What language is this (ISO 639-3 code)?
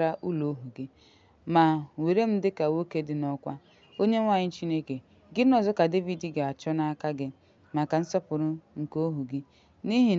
ibo